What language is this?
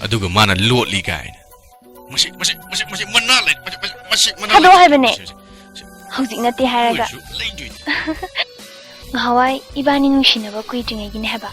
Manipuri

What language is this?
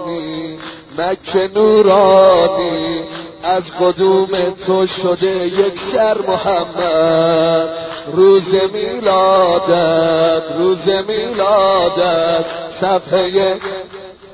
Persian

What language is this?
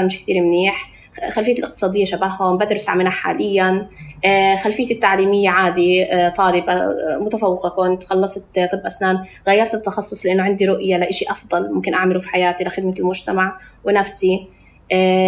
North Levantine Arabic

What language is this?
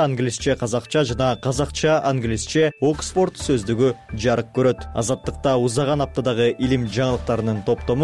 Kyrgyz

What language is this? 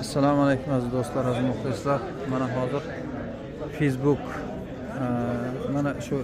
Uzbek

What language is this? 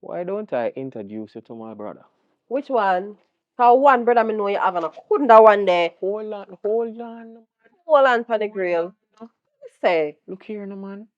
Jamaican Creole English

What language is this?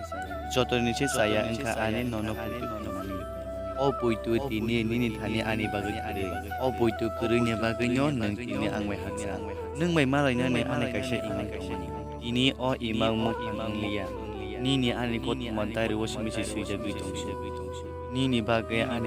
Kok Borok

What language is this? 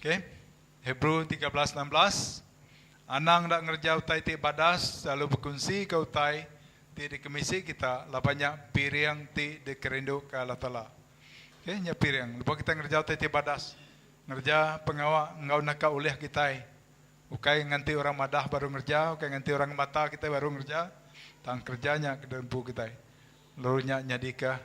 Iban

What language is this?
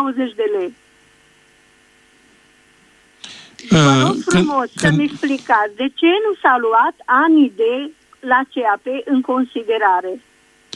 Romanian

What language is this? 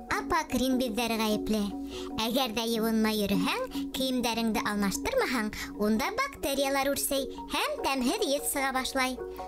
Bashkir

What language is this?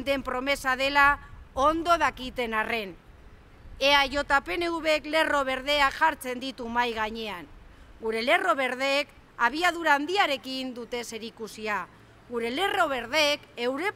Basque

